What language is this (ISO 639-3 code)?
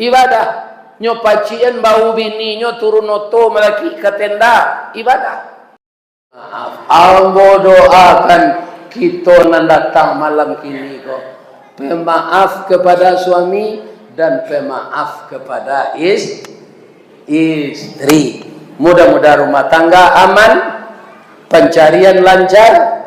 min